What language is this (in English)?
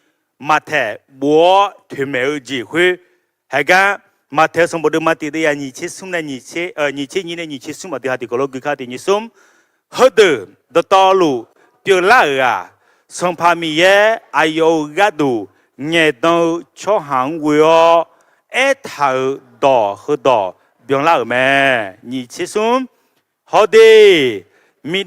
Akha